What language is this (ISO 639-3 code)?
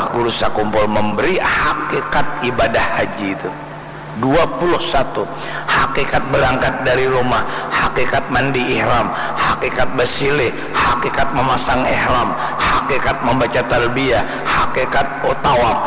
bjn